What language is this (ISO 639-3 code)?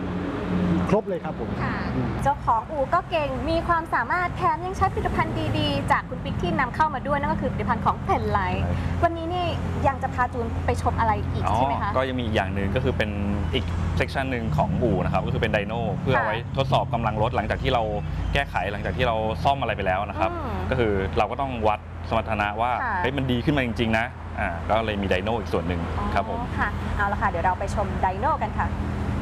tha